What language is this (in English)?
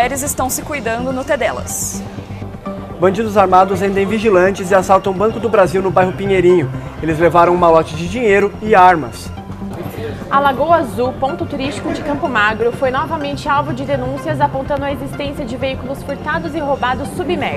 Portuguese